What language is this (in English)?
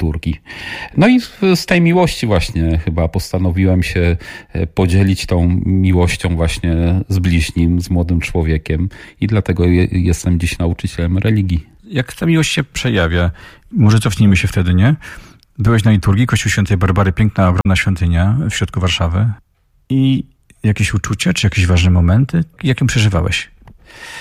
Polish